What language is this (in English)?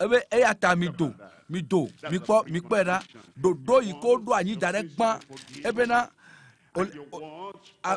Ewe